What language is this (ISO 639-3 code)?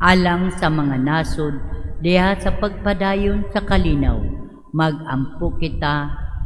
ceb